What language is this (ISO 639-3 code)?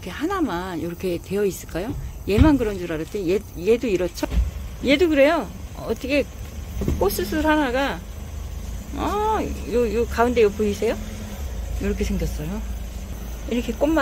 kor